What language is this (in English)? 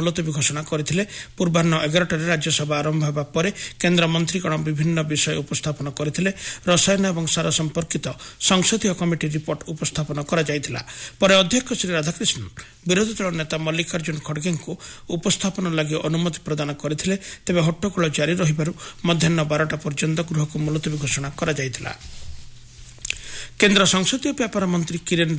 Odia